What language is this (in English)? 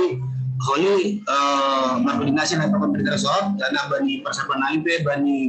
Batak Simalungun